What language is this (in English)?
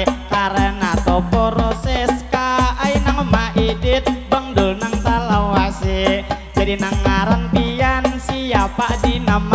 Banjar